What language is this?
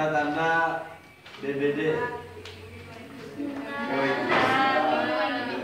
Indonesian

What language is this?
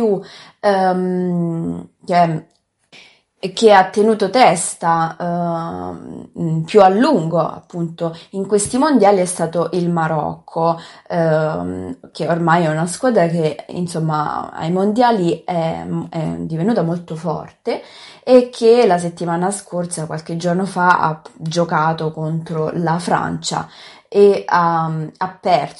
Italian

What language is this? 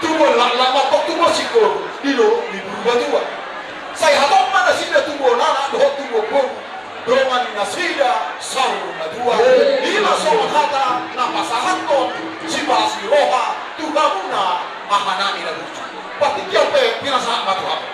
Batak Toba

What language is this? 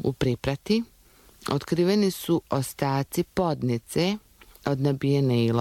Croatian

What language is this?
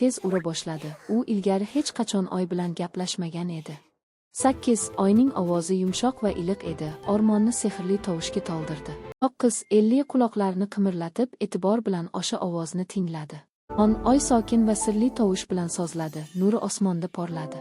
Uzbek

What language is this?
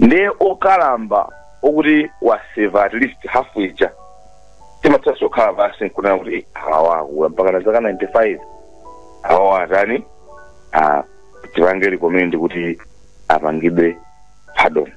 Nyanja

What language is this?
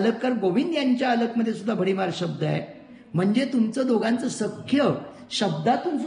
Marathi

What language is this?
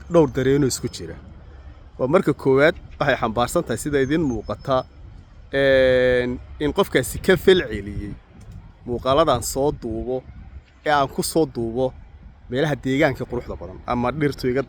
Somali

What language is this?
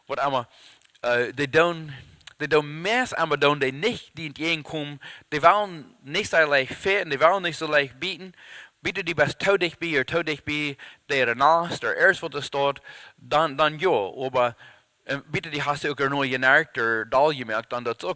Plautdietsch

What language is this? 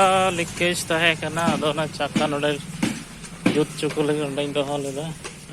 Santali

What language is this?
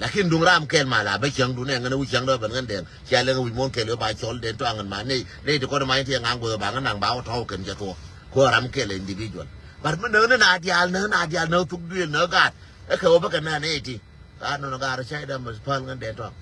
Nuer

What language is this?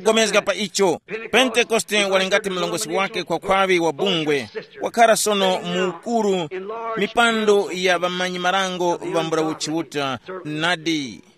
Tumbuka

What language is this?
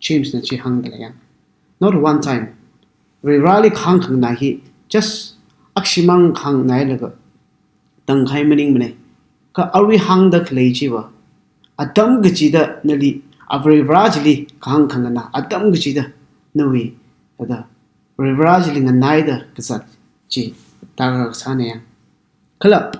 Tangkhul Naga (India)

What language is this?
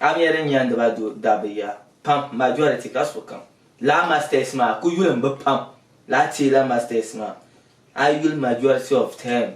Dagbani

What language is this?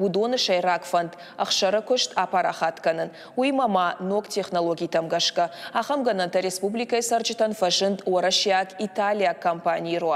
Ossetic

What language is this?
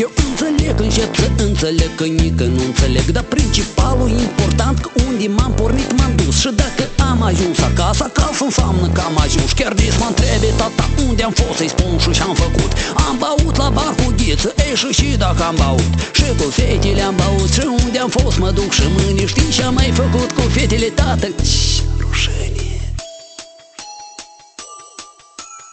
Romanian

